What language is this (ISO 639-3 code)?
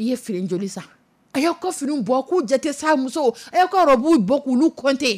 dyu